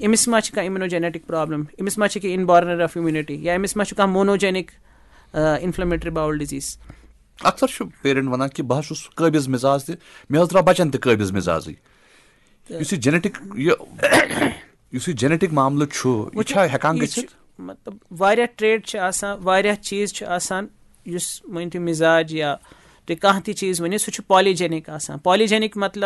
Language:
Kashmiri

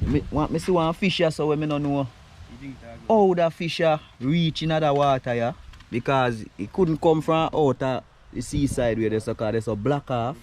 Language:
Jamaican Creole English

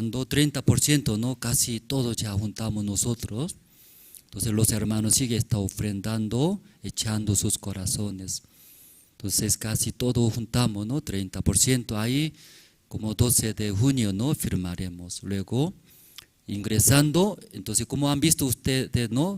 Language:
Aymara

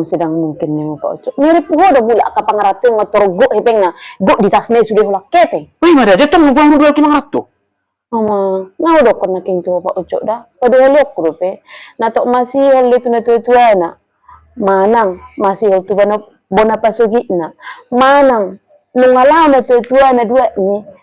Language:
Batak Toba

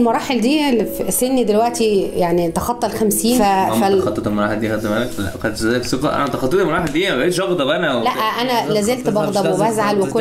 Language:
Egyptian Arabic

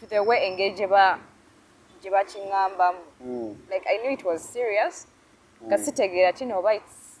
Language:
Ganda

